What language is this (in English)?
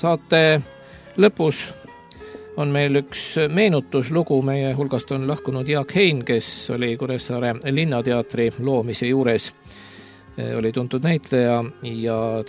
Estonian